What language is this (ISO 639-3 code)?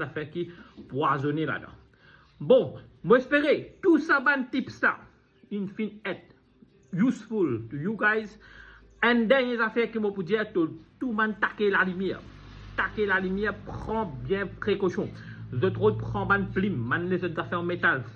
mfe